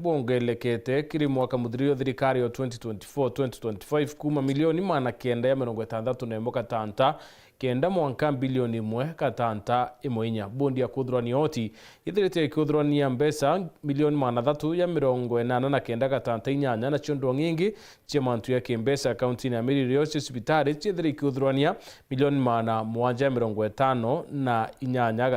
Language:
Meru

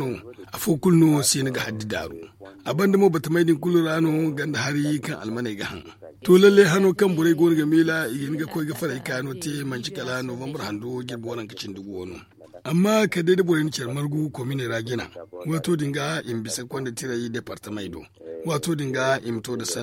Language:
Zarma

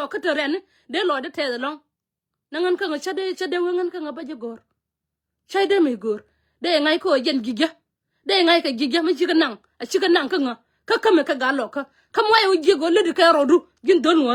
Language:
Nuer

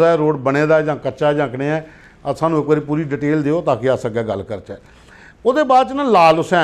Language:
Dogri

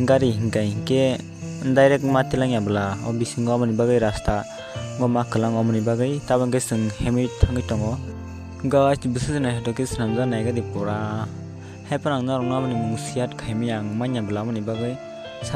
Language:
Kok Borok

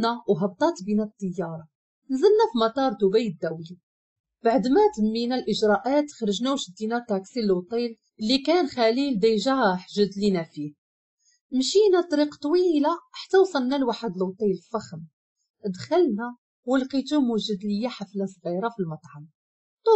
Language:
Moroccan Arabic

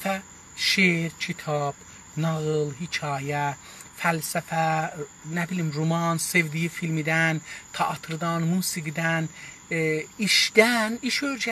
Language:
South Azerbaijani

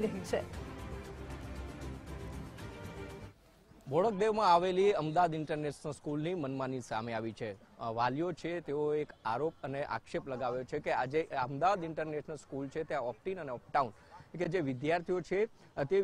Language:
Gujarati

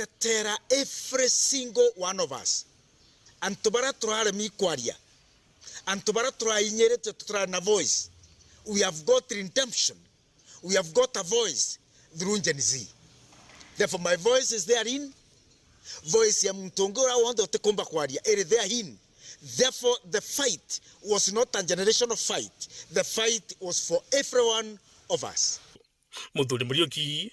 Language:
Meru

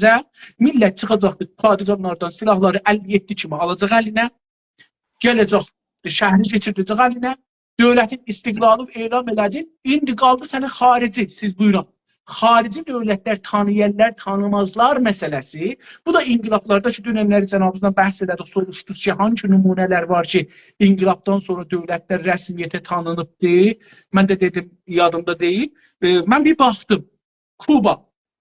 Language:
South Azerbaijani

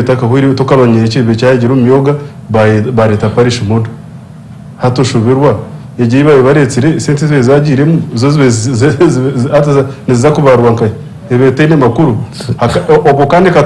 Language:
Nyankole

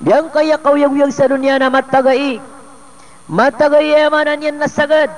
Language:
Maranao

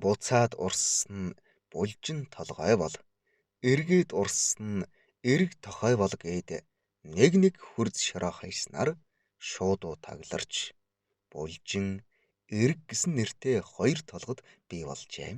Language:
Mongolian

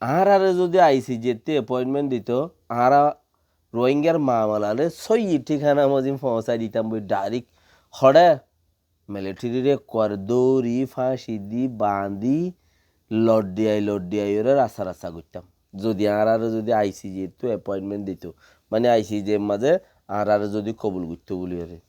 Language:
Rohingya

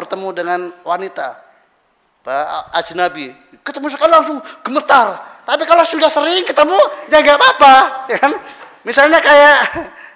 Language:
Indonesian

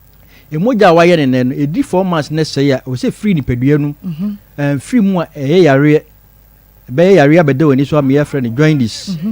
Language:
Akan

